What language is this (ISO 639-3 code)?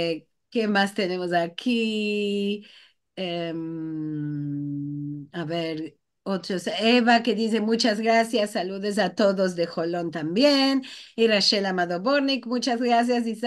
lad